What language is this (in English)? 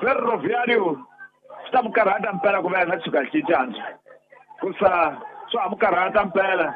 Tsonga